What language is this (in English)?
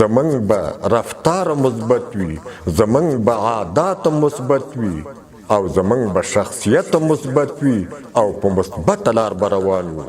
Pashto